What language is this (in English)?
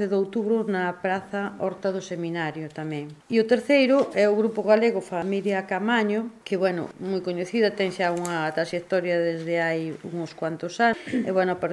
Galician